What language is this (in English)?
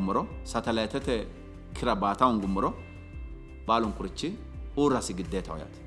Sidamo